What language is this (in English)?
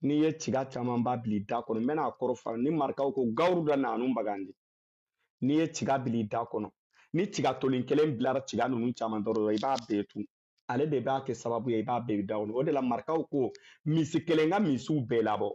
Bambara